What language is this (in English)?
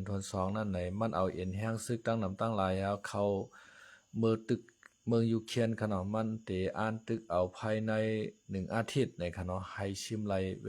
Shan